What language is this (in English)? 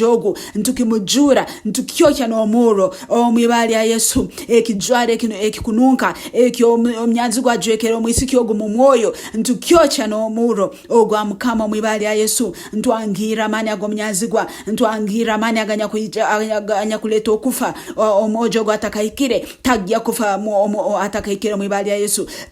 Nyankole